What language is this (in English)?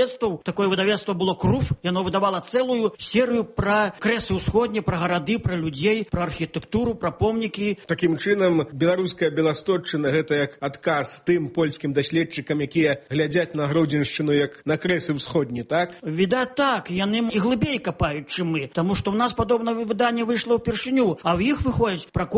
Belarusian